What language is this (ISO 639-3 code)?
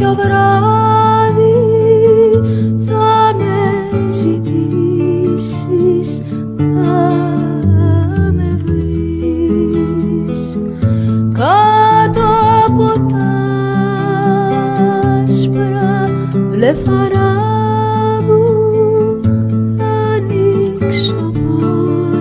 ell